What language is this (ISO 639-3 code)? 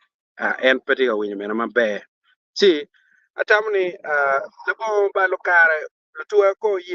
ach